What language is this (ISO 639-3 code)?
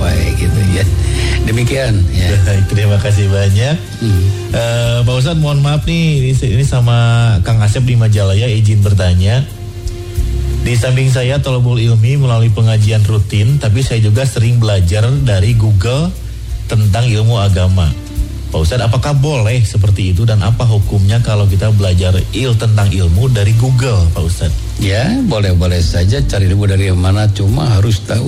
ind